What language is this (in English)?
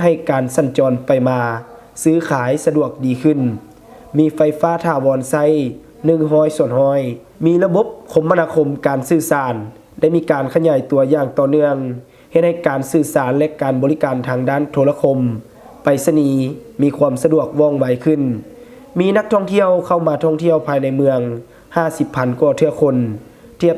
Lao